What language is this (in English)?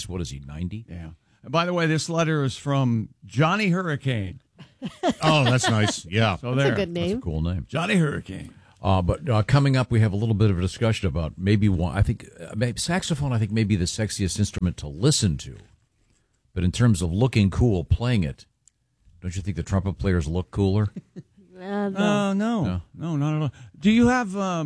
English